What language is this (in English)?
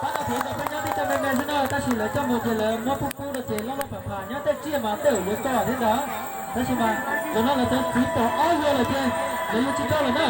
Hmong